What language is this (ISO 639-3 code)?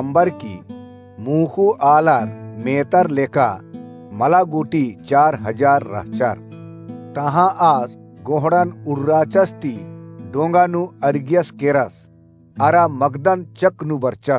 kru